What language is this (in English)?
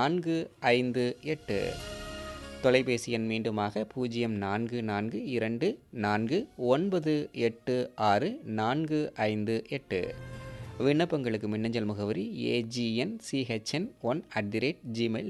Tamil